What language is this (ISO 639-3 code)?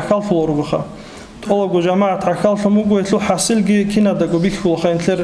ava